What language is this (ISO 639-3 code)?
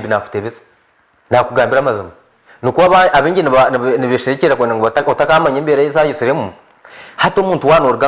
nyn